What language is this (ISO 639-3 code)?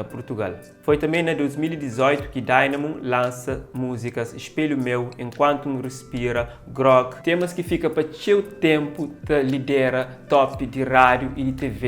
kea